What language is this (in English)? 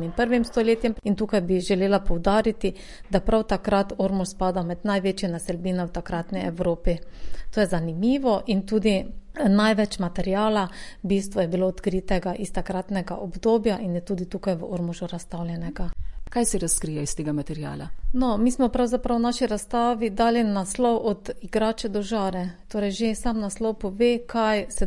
Slovenian